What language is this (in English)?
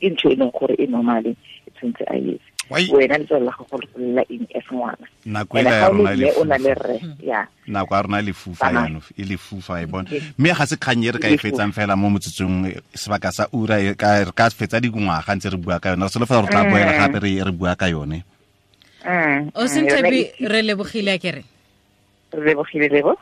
Tswana